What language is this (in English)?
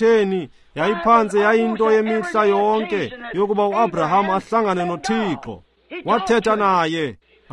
Xhosa